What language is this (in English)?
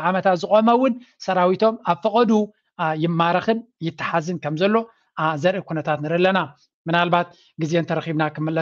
Tigrinya